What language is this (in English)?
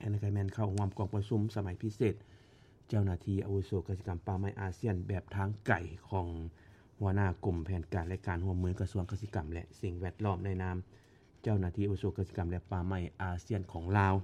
Lao